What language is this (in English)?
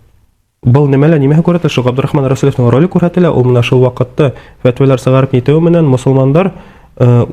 Bashkir